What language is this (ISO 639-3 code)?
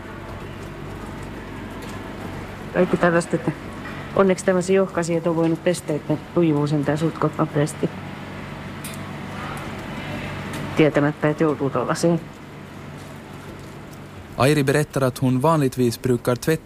fin